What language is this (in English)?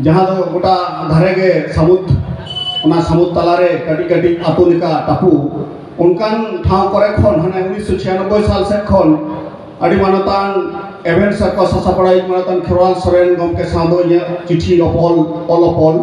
Santali